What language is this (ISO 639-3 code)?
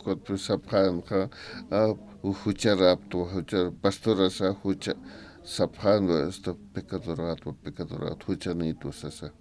aym